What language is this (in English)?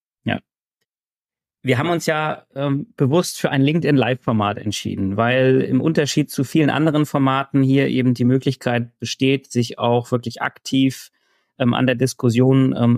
German